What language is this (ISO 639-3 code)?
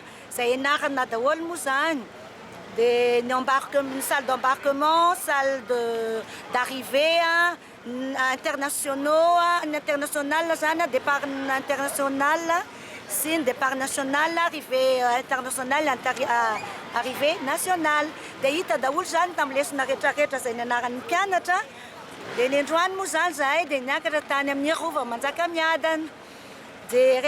mlg